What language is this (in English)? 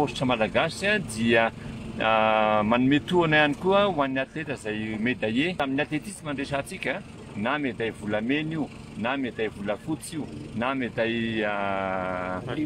Malagasy